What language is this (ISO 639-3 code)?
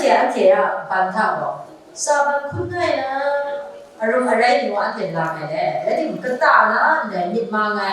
kac